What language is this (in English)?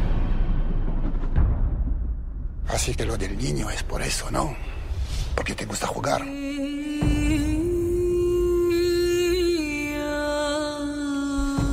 Catalan